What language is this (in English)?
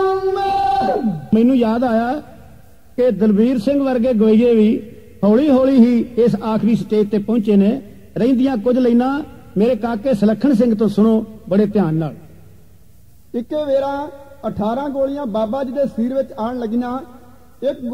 Punjabi